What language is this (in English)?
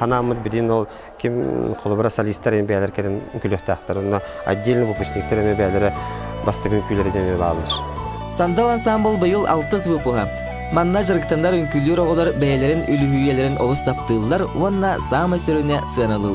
Yakut